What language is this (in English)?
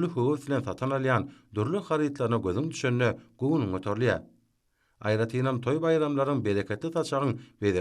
Turkmen